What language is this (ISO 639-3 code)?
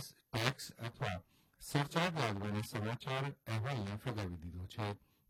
guj